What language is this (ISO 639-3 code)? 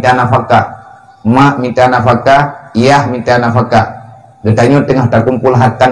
ace